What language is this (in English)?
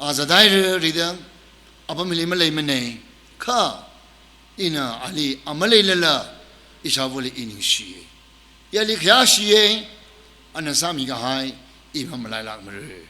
Tangkhul Naga (India)